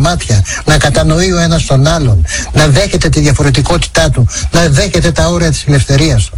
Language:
Greek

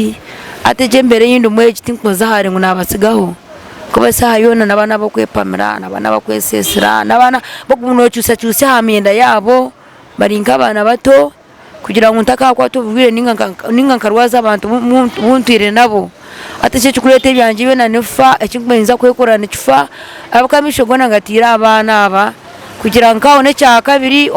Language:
Nyankole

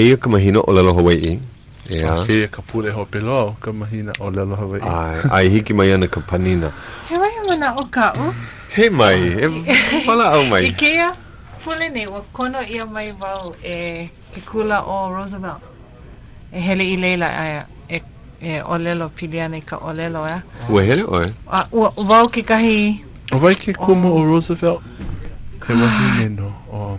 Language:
Hawaiian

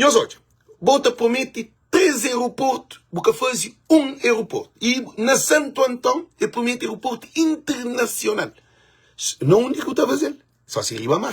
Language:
Kabuverdianu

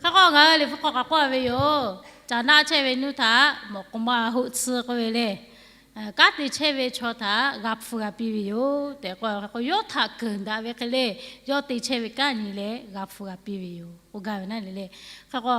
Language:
Lahu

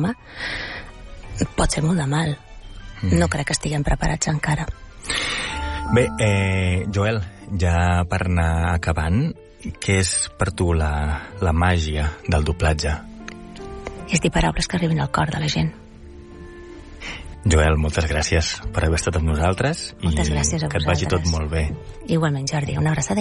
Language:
Catalan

